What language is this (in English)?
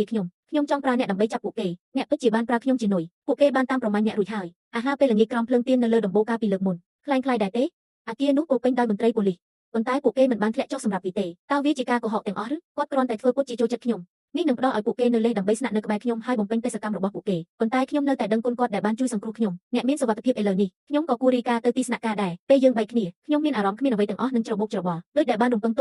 Khmer